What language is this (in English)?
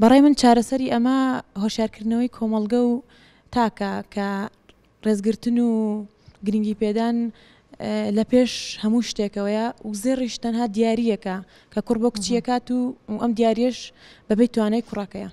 Central Kurdish